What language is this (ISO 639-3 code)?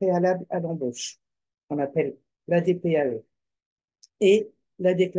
fra